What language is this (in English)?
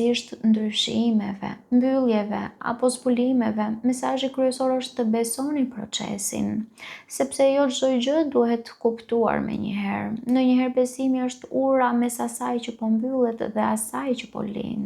Albanian